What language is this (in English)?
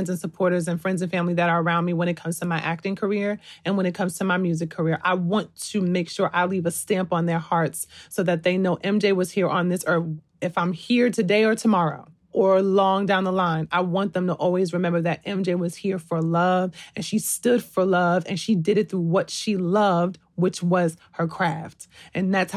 English